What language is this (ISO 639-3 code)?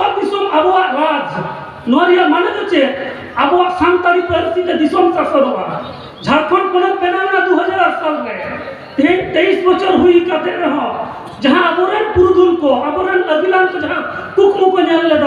sat